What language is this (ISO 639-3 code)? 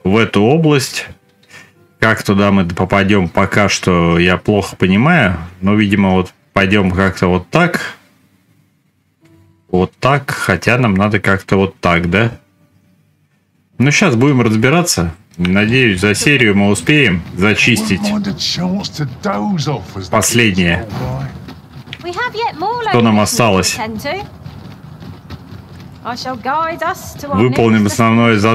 rus